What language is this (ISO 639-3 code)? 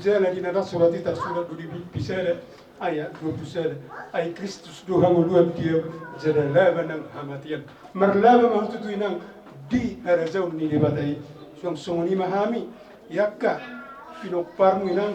bbc